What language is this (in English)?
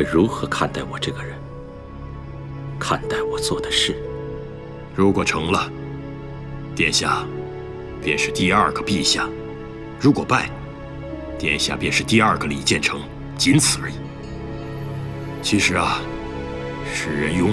Chinese